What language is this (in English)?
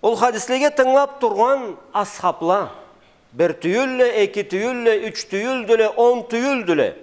Karachay-Balkar